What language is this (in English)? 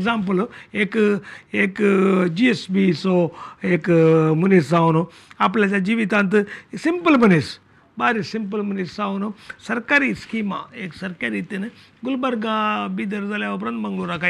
Konkani